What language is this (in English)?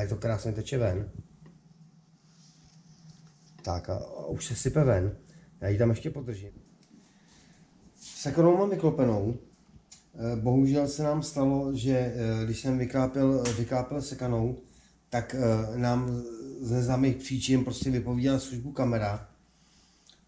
Czech